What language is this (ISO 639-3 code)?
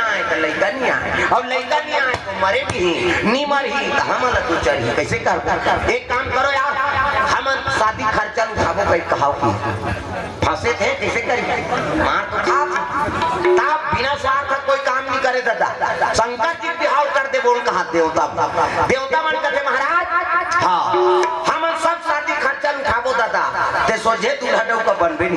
hne